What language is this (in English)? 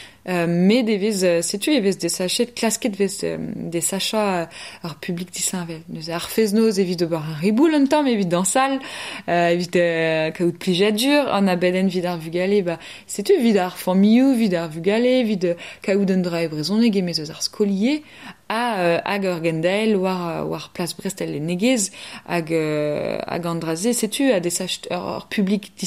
Breton